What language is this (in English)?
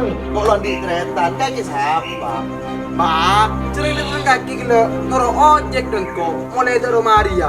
Madurese